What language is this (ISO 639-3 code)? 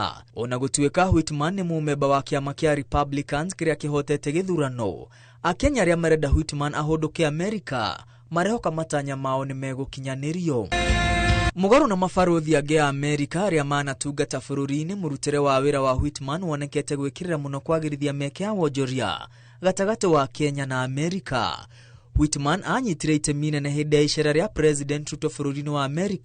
kik